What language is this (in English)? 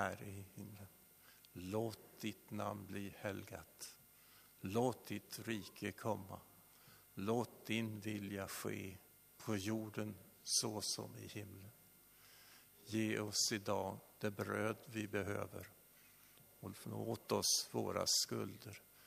Swedish